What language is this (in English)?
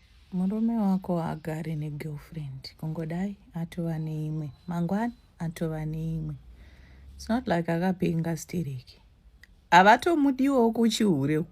Shona